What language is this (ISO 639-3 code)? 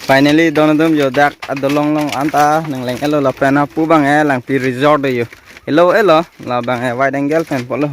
mjw